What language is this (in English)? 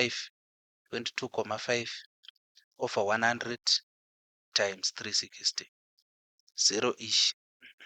Shona